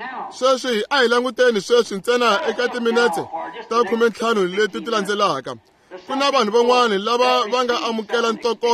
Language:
Tsonga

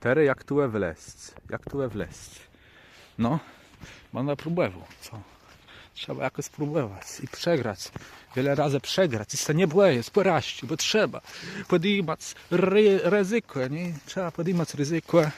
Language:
Kashubian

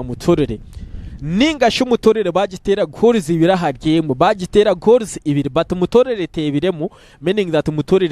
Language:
Nyankole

